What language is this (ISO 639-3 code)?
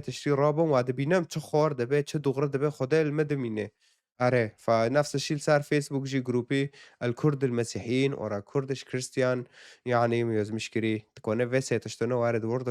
kur